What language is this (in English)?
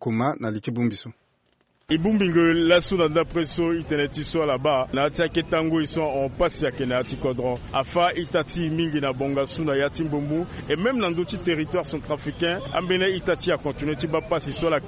Sango